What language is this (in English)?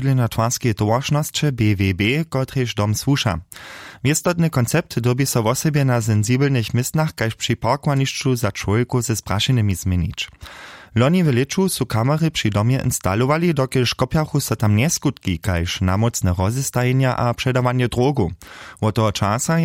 Upper Sorbian